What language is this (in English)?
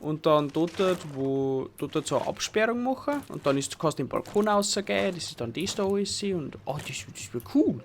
Bavarian